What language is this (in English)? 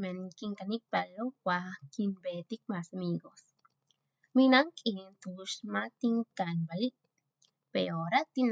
Yucateco